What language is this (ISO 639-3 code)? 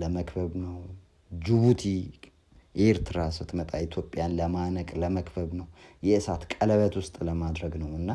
amh